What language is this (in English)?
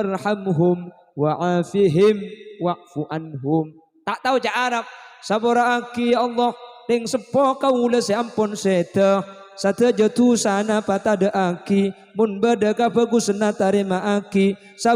Madurese